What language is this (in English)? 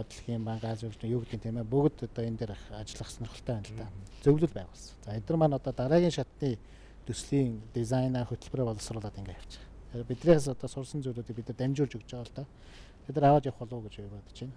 Mongolian